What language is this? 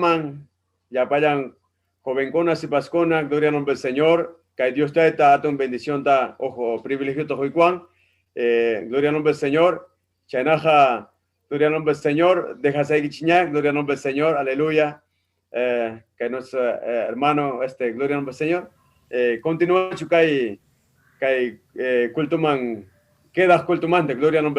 Ayacucho Quechua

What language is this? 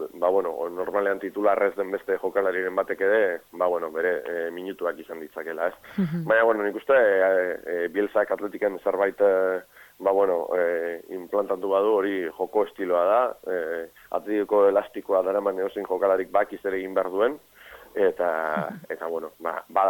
Basque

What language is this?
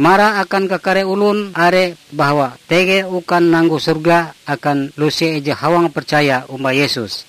Ngaju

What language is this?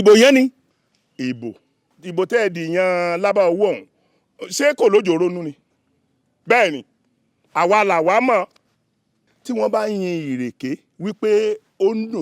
Yoruba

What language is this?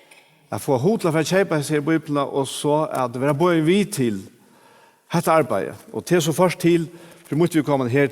Faroese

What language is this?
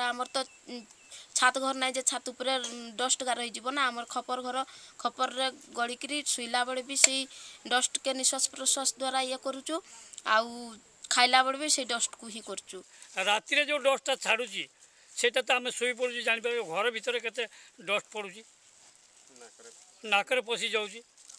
Odia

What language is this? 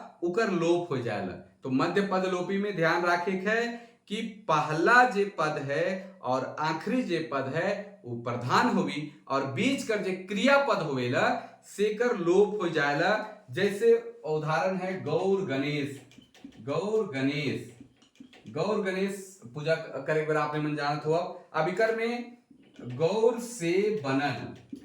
Sadri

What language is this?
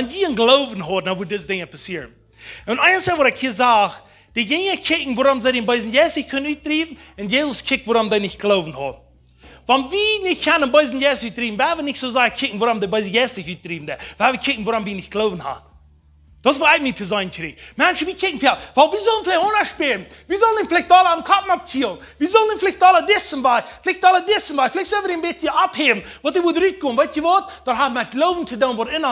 Plautdietsch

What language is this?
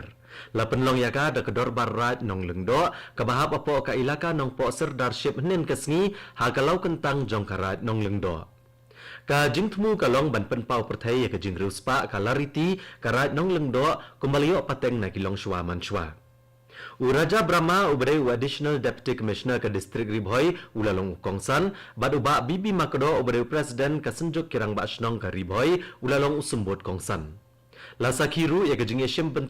Khasi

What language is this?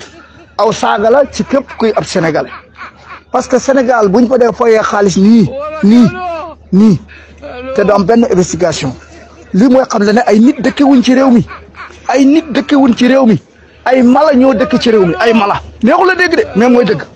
Wolof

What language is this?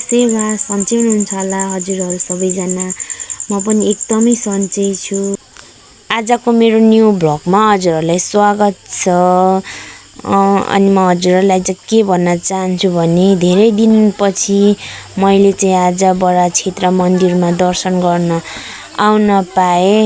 Nepali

